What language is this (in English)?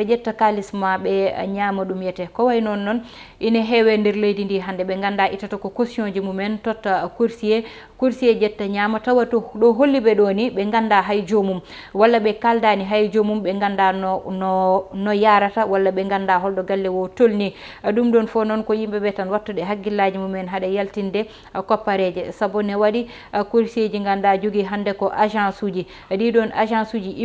Fula